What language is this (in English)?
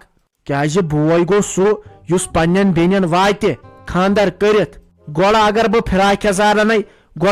Kashmiri